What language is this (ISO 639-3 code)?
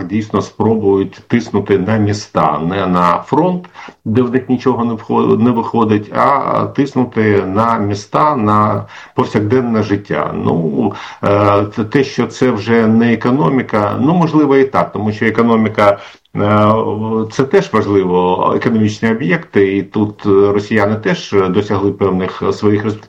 ukr